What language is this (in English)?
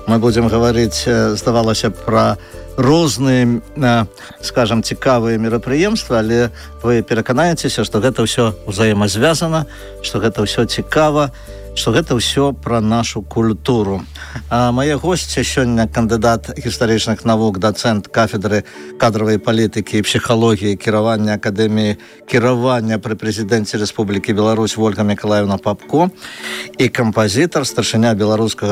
Belarusian